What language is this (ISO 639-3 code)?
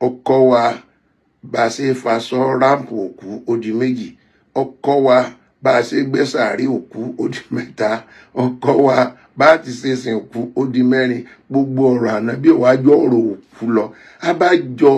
yor